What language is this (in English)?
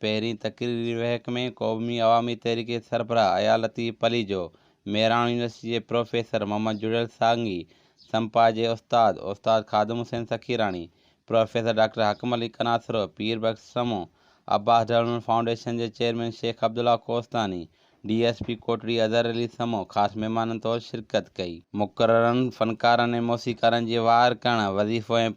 Sindhi